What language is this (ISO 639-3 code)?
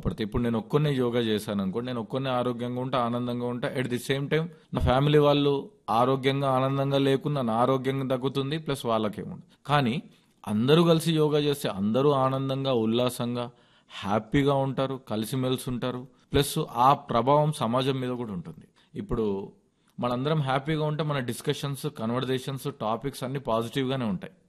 tel